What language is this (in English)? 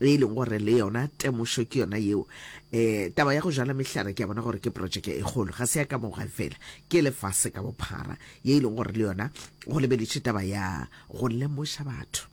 Northern Sotho